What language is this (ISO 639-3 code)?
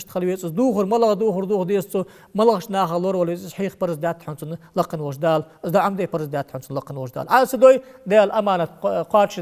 inh